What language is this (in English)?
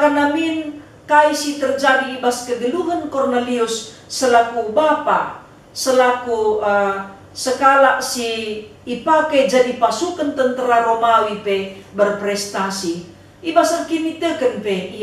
Batak Karo